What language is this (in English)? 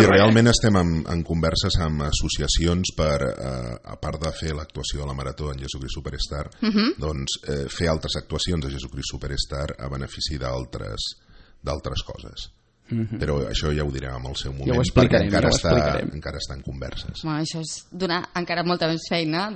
Catalan